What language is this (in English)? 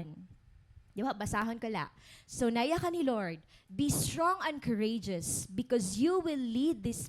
Waray